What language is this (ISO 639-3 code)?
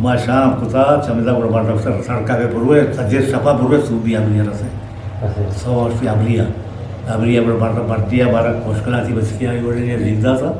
bgp